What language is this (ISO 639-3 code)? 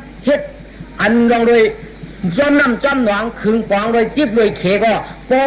shn